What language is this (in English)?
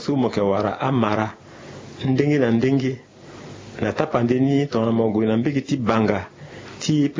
Sango